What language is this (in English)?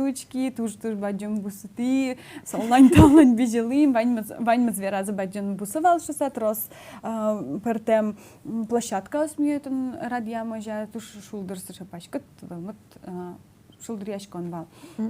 Udmurt